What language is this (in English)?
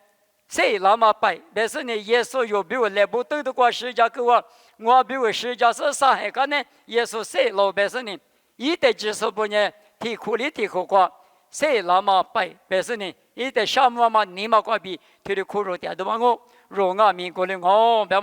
Lisu